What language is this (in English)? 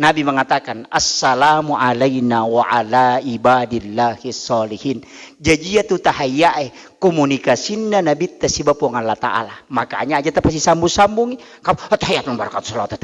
Buginese